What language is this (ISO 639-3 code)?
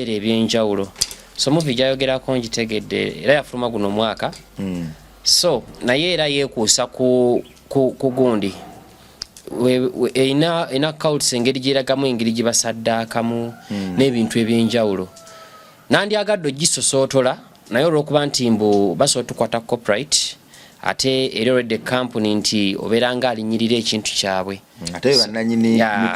lug